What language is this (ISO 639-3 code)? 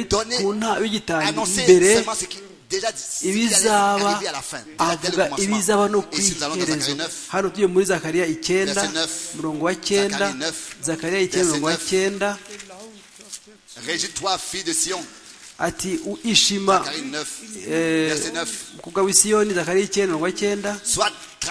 kin